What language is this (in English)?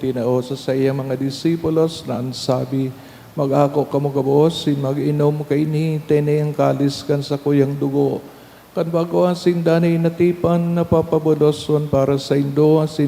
Bikol